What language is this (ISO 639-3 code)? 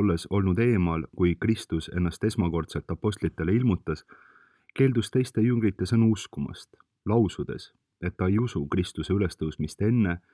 est